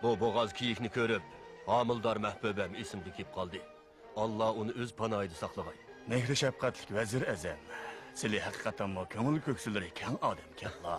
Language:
Uyghur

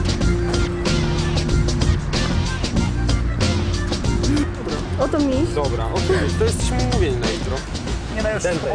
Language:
Polish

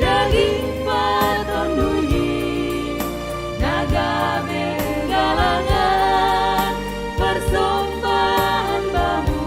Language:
Batak Simalungun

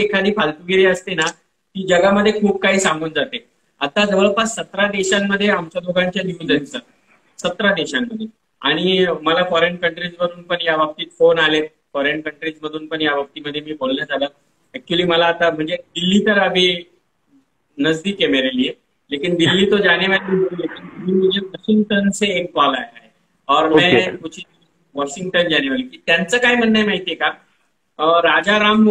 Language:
Marathi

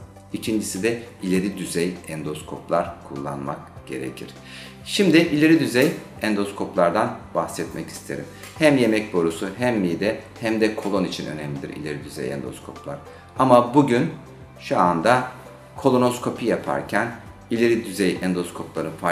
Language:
Turkish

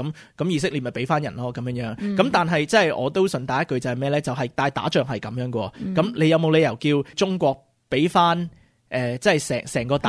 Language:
Cantonese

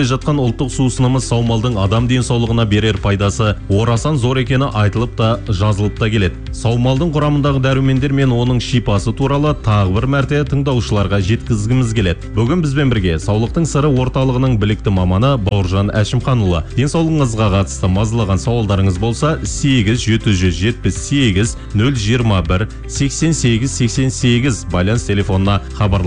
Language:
Kazakh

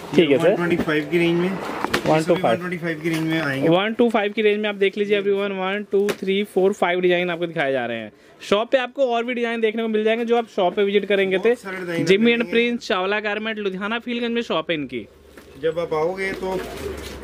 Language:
Hindi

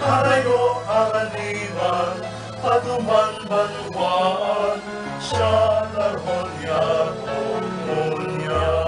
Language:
Bikol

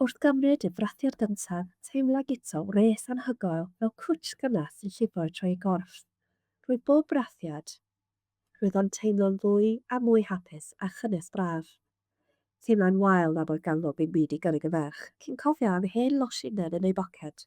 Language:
Welsh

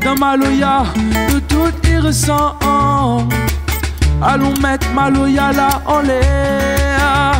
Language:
Réunion Creole French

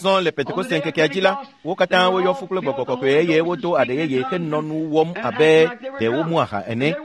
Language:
Ewe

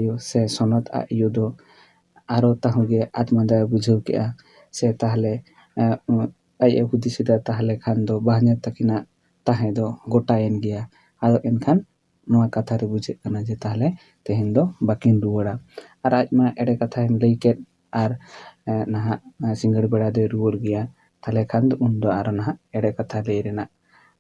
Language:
Santali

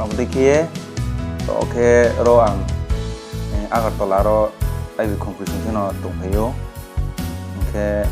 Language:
Riang (India)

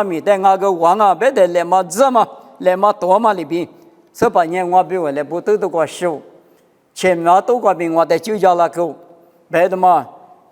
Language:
Lisu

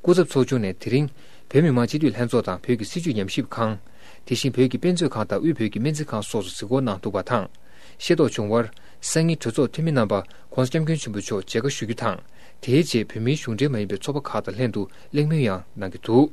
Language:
Tibetan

